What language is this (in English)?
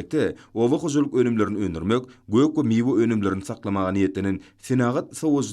Turkmen